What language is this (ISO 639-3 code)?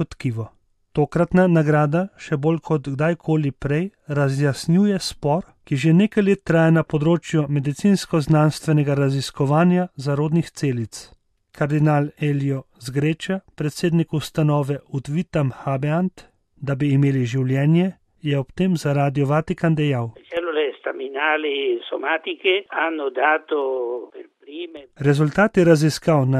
slv